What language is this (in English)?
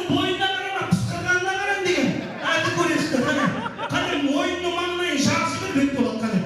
Kara-Kalpak